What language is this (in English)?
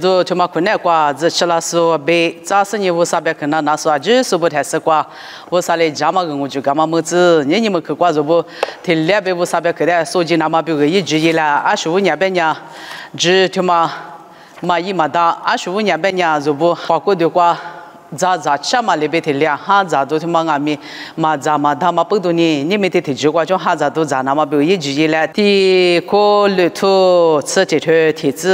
Lisu